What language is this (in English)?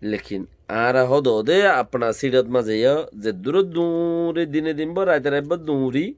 Rohingya